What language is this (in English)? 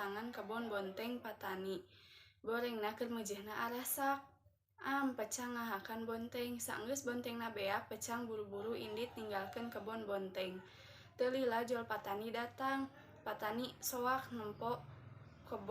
Sundanese